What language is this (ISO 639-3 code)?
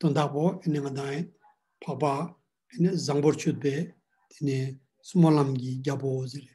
lbj